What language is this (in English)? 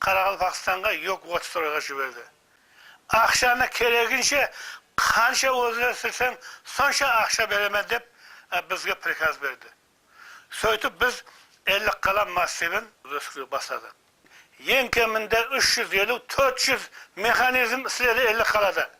Kara-Kalpak